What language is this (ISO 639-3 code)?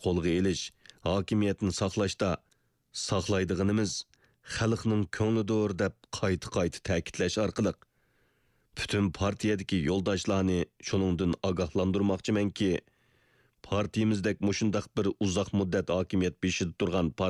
uig